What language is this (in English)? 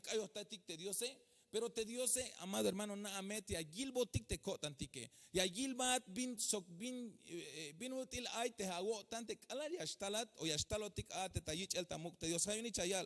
Tzeltal